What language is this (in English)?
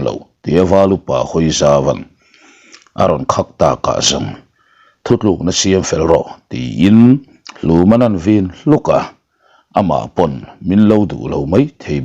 Mizo